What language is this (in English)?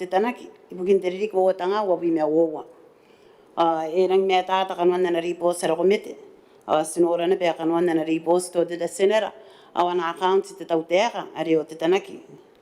Gilbertese